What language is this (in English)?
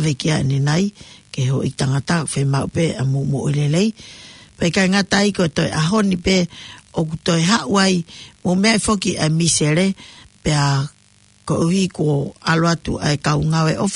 Tongan